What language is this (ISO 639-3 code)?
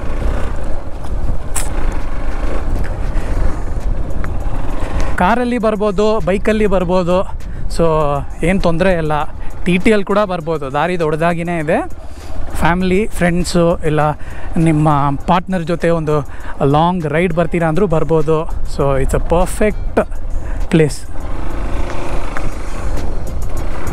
kan